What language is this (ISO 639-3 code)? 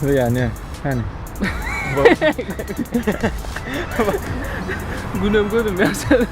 tuk